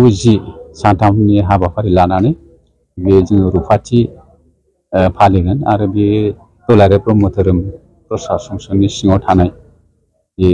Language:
Bodo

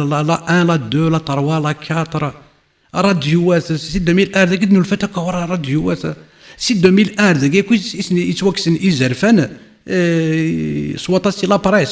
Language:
Kabyle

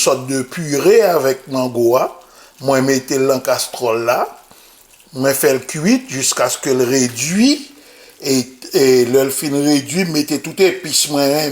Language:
Haitian Creole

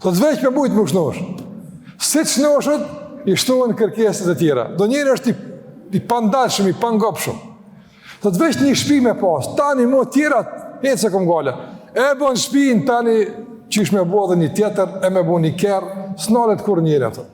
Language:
Albanian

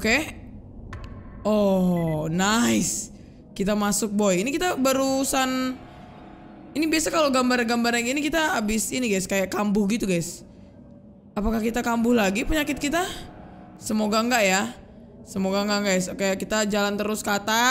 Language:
Indonesian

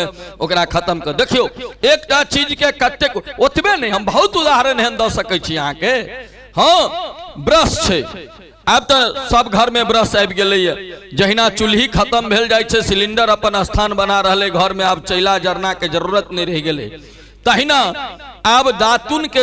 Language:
Maithili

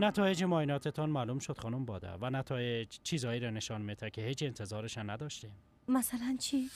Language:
Persian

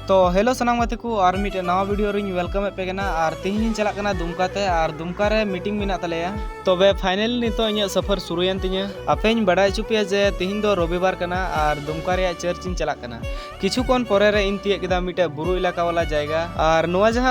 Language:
Santali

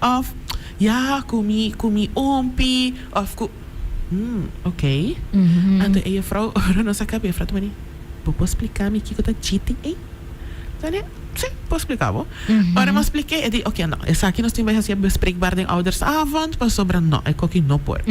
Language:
Papiamento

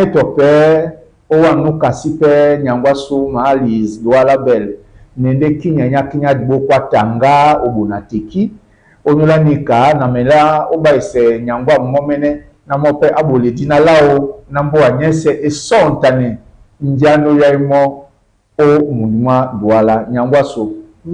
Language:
Duala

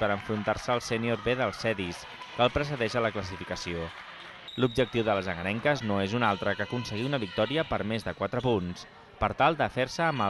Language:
Catalan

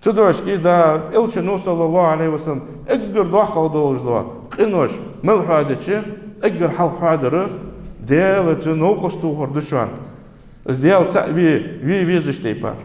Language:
Ingush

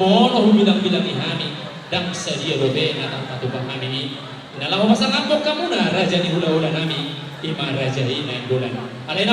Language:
Batak Toba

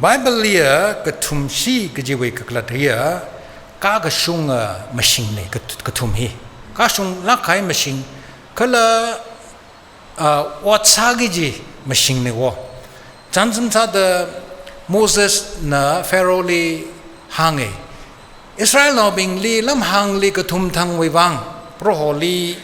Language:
Tangkhul Naga (India)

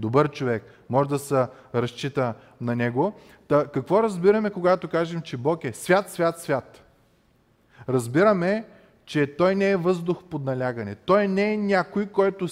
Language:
Bulgarian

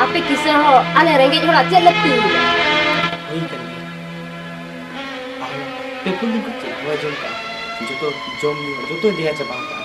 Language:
Santali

